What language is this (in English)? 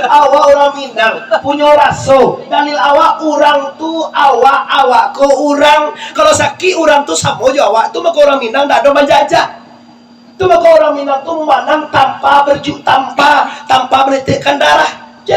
Minangkabau